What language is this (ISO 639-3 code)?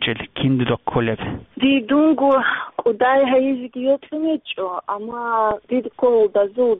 ava